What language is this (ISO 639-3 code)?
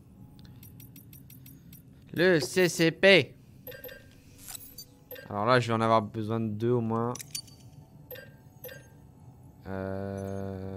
fra